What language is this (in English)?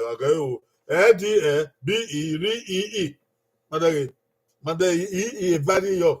Bini